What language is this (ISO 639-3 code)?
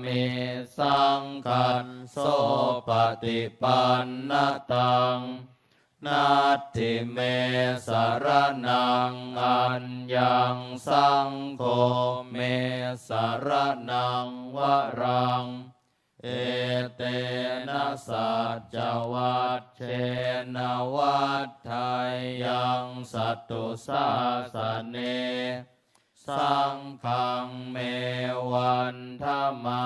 pli